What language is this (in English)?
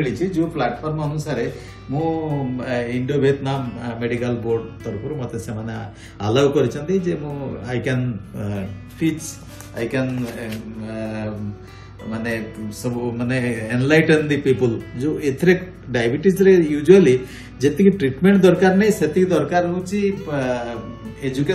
Odia